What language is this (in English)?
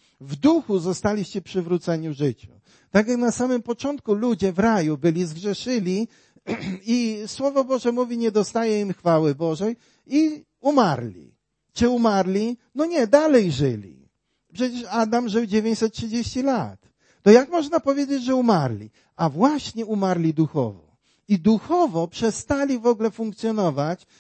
Polish